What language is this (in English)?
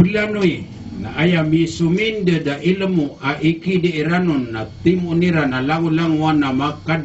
Maranao